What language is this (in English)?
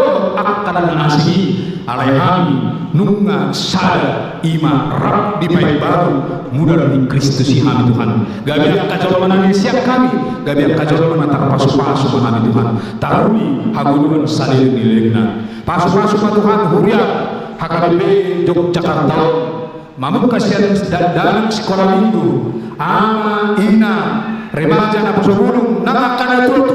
Batak Toba